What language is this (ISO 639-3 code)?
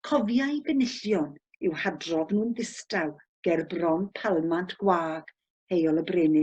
cym